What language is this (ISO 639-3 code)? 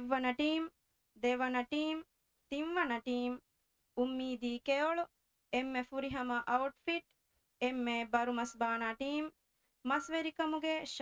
div